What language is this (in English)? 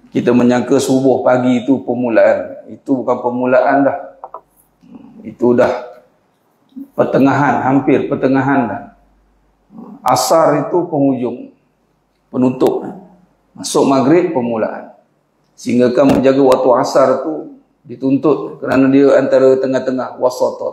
Malay